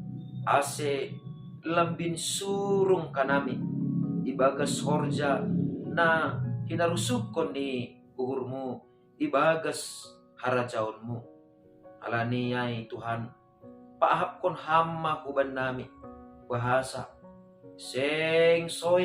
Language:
Batak Simalungun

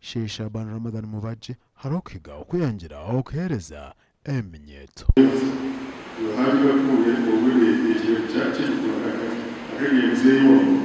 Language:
Nyankole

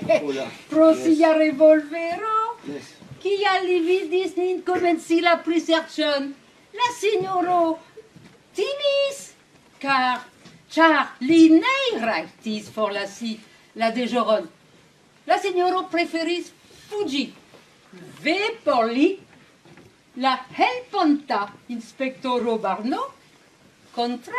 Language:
Esperanto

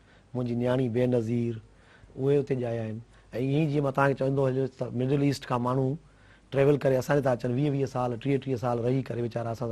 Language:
Sindhi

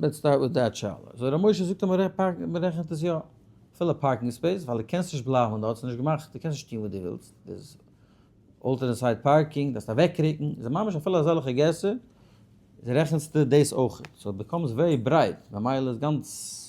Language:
Yiddish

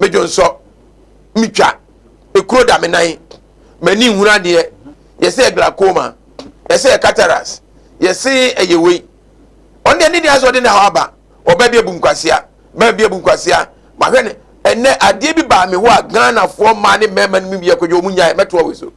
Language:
Akan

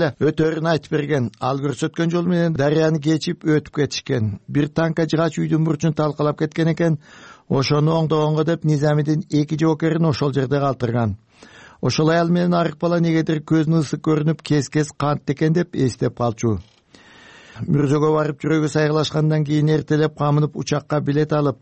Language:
Kyrgyz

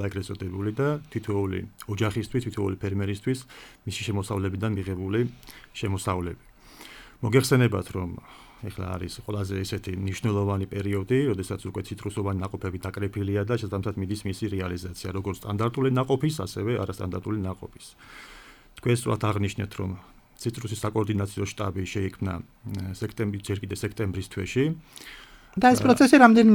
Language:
Georgian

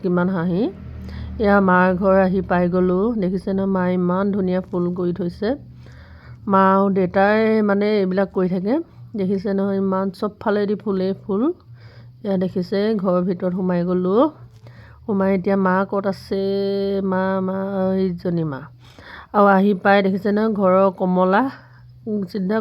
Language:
Assamese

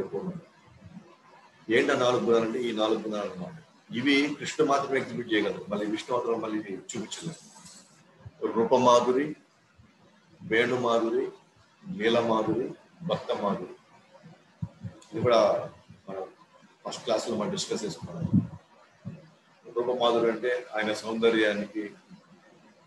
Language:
Telugu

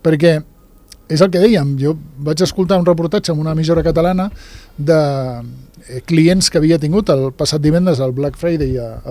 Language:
Catalan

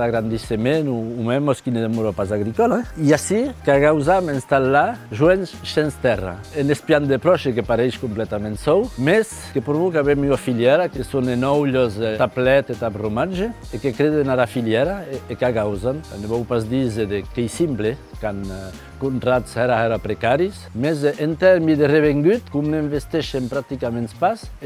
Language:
Occitan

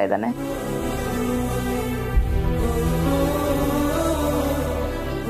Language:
Kannada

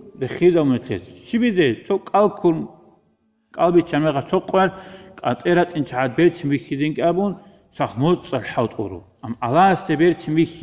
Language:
Avaric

